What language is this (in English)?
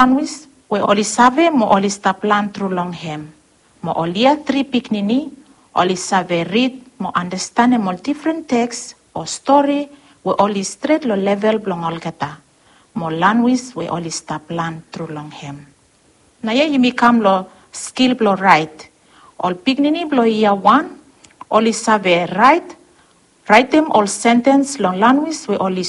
Bislama